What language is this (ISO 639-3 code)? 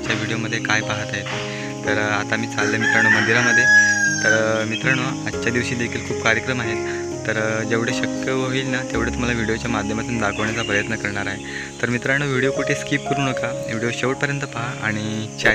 mar